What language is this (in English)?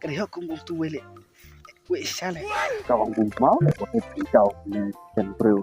Khasi